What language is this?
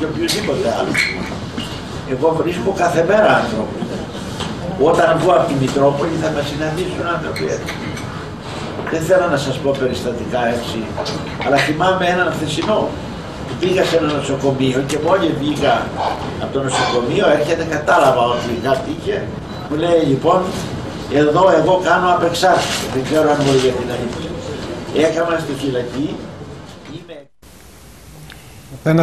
Greek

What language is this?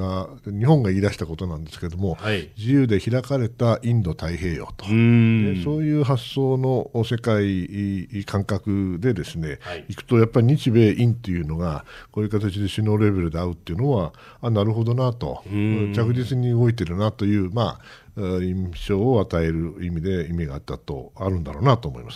Japanese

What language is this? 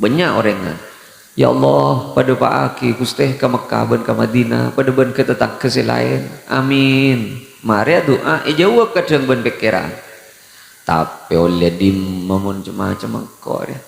Madurese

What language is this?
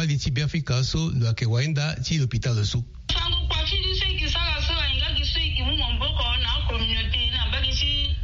Sango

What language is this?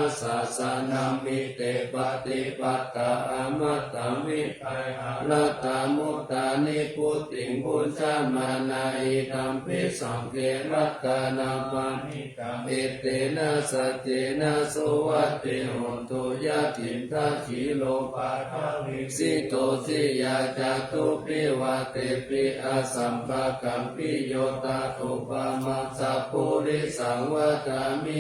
Pali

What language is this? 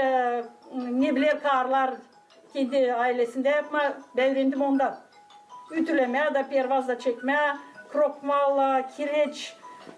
Gagauz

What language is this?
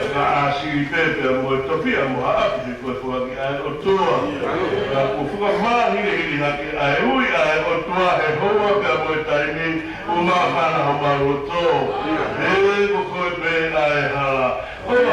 Tongan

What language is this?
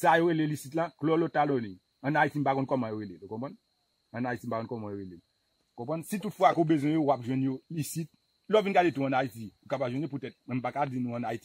Haitian Creole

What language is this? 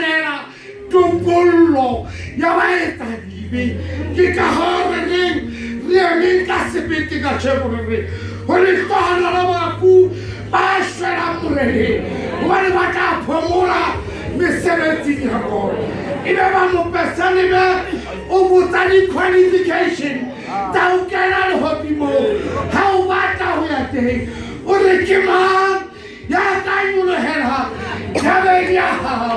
Southern Sotho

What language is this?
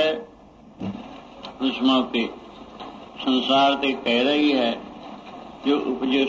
Punjabi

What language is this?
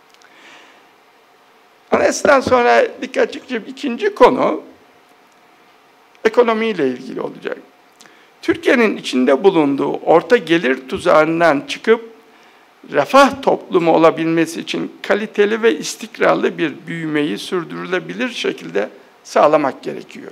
Turkish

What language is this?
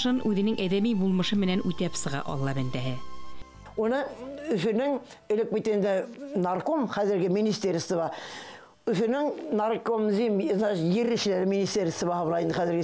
Bashkir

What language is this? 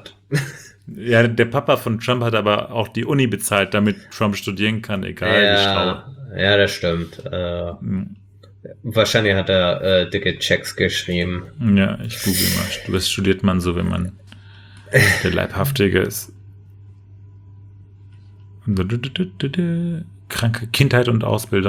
German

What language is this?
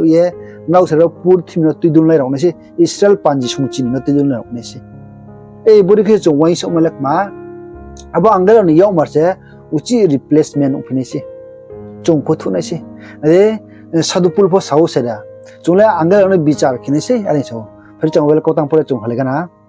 Riang (India)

